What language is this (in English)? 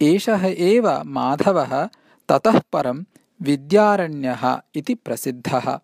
Sanskrit